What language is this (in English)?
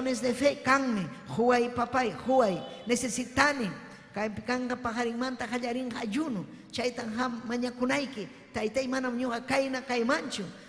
Ayacucho Quechua